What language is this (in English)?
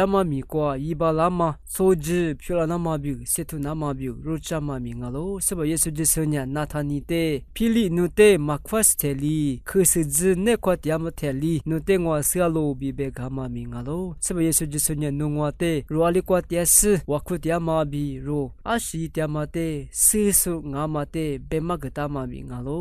Lisu